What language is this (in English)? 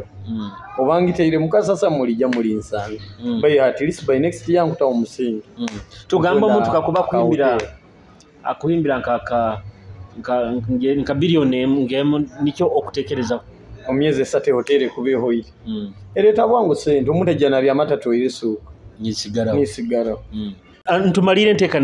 Nyoro